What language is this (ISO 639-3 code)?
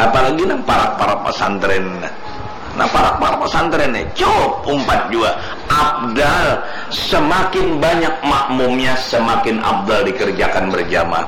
bjn